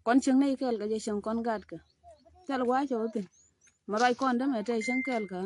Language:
Nuer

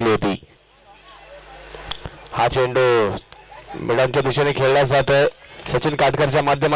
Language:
Marathi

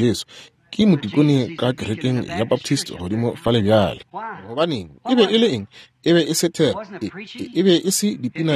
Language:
Northern Sotho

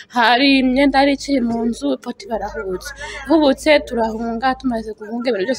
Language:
Kinyarwanda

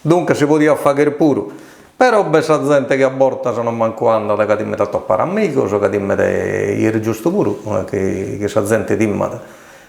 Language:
Sardinian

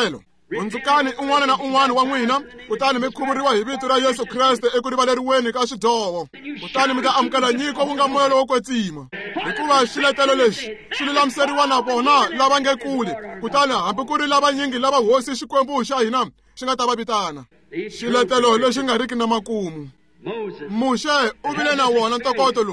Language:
Tsonga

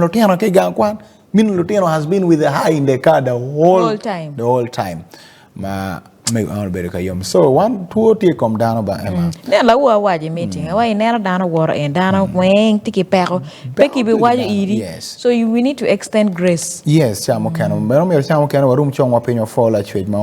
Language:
Acoli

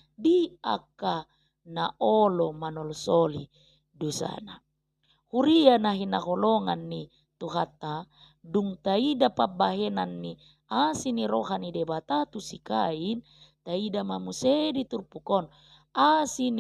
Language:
Batak Toba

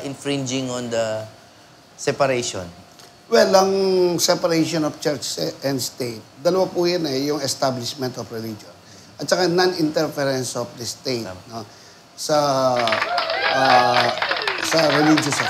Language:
Filipino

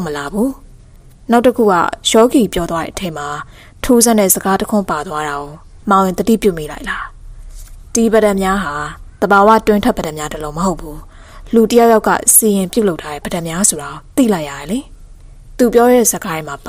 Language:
Burmese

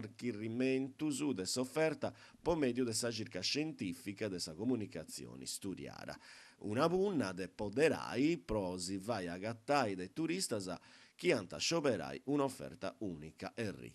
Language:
Sardinian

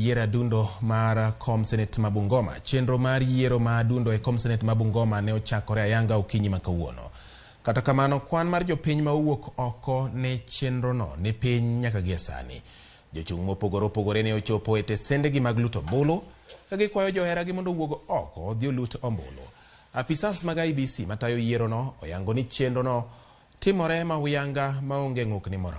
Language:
Luo (Kenya and Tanzania)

